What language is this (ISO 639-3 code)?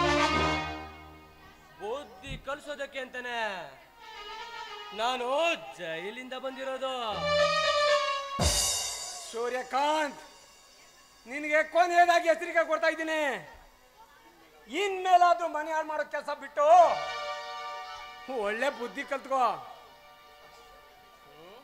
kan